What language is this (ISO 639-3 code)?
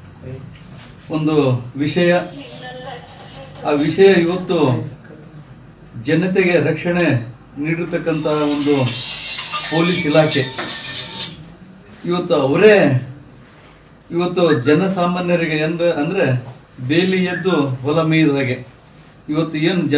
kan